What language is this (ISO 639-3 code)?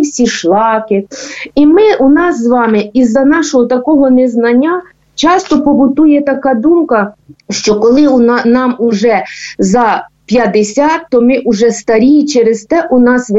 ukr